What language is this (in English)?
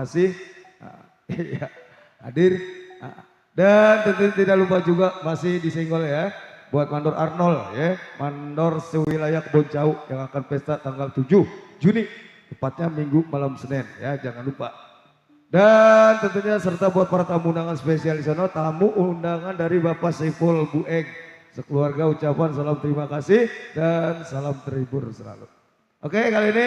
Betawi